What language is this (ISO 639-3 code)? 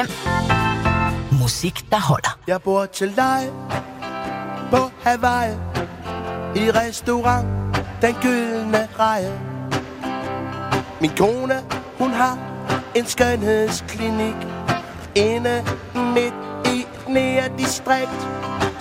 dan